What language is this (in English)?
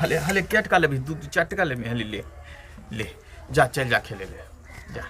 Angika